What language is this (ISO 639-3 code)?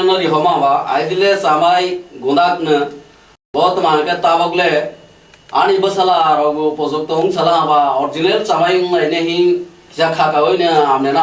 trp